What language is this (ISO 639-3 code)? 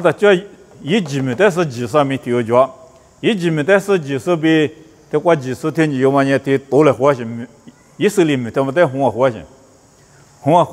lis